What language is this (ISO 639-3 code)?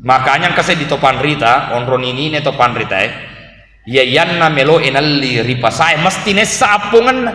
bug